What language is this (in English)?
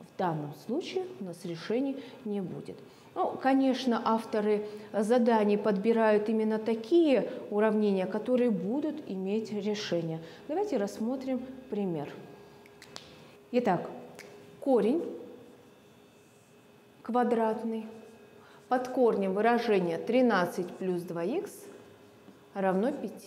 Russian